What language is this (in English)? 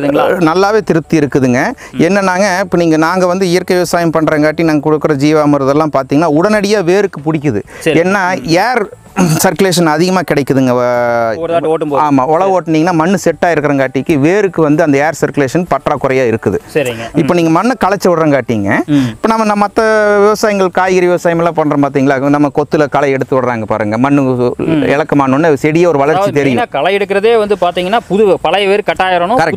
Tamil